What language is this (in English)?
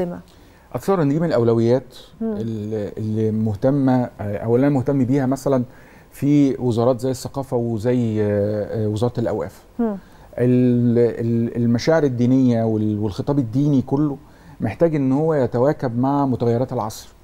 Egyptian Arabic